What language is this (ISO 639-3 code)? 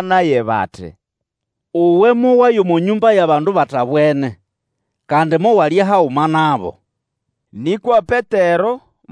nnb